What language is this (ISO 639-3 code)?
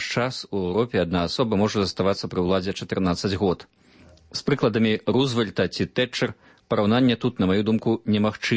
bel